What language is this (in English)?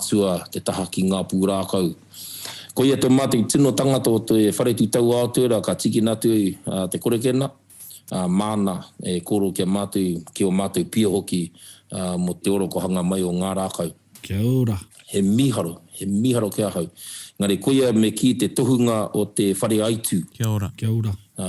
Māori